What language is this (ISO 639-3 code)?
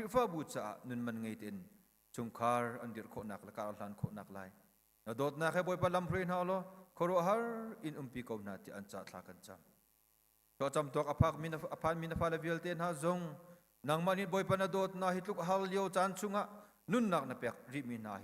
cnh